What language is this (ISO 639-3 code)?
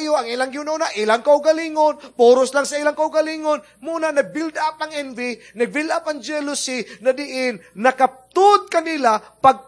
ceb